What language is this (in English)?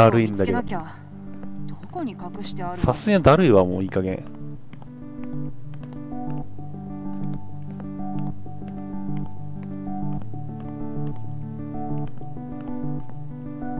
Japanese